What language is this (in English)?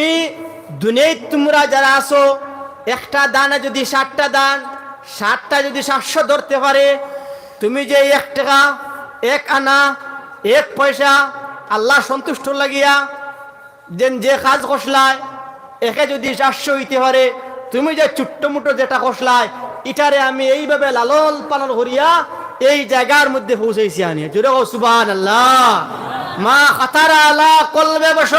Sylheti